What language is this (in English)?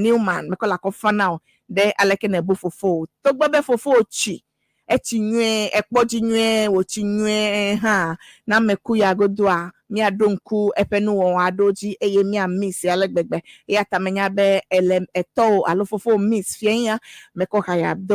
Ewe